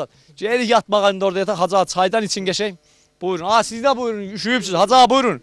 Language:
South Azerbaijani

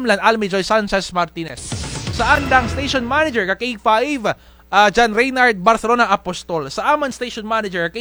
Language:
Kinaray-a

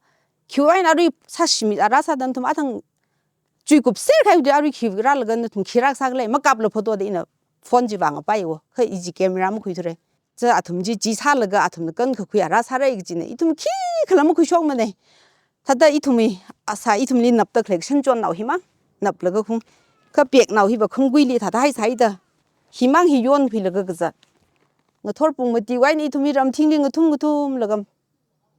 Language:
Tangkhul Naga (India)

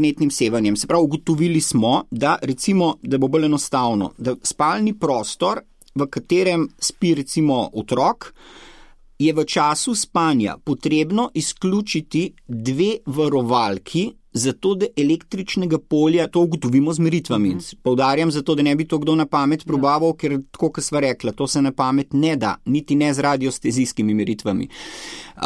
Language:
Slovenian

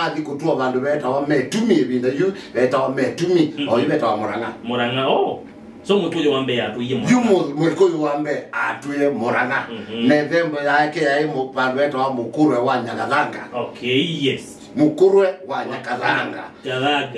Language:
Kamba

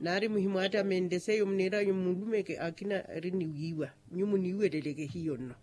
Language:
Makhuwa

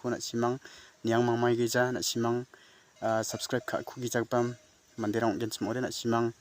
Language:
Garo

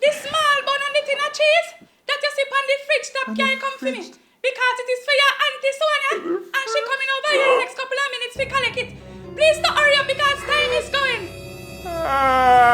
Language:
Jamaican Creole English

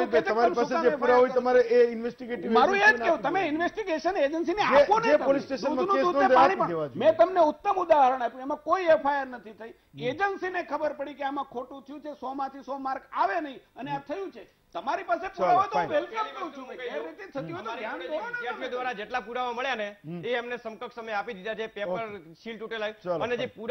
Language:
Gujarati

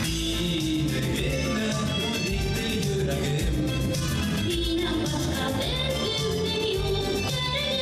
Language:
Bashkir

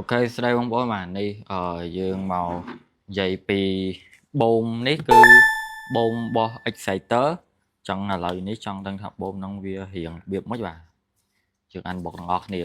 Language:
Khmer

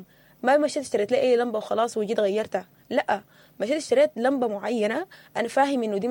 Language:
Sudanese Arabic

